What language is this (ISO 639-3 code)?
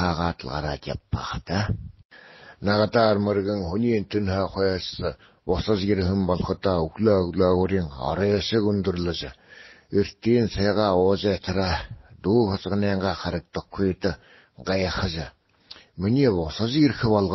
bua